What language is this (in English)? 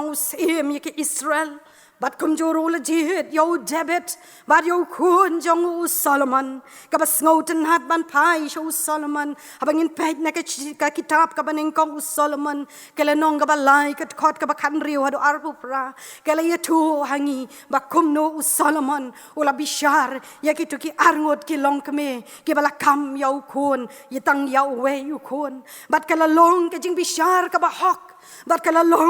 Khasi